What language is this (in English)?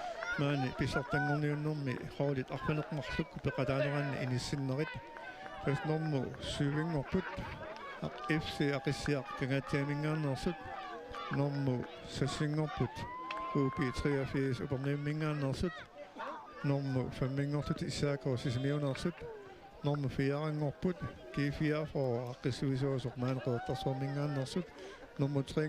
Kalaallisut